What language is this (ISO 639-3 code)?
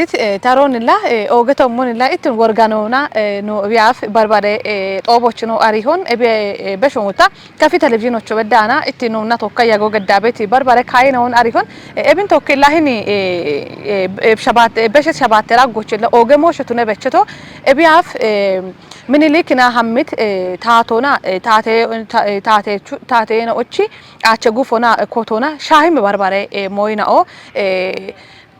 kbr